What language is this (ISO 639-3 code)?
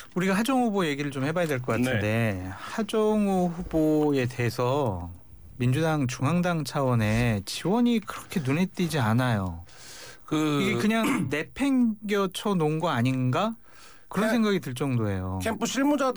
kor